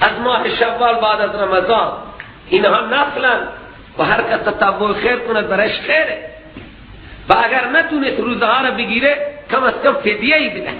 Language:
Persian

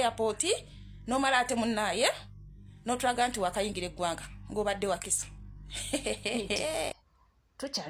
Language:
Ganda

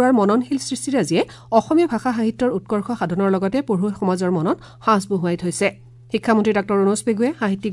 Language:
Assamese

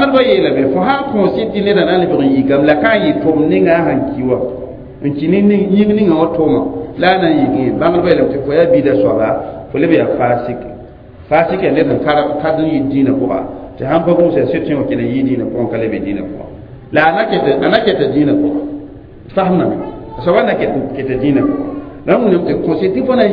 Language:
Mossi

